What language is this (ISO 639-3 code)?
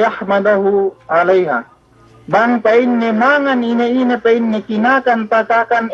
yka